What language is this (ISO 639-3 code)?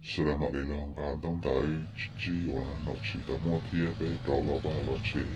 hmn